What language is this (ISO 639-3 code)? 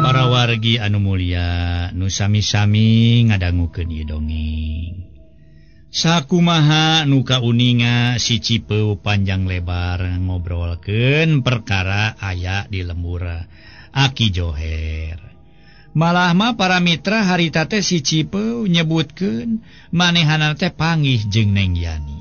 sun